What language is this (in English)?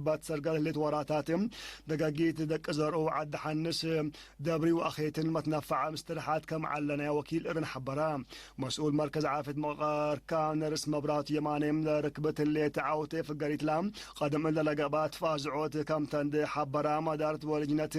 Tigre